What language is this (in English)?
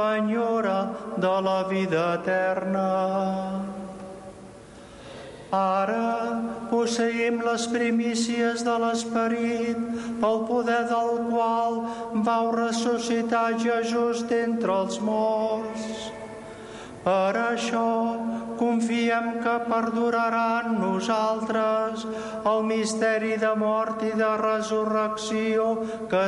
Catalan